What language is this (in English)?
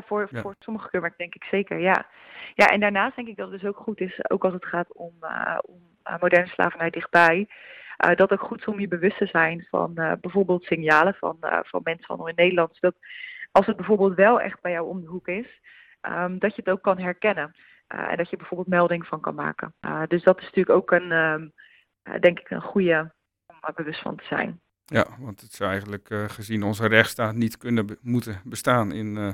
Dutch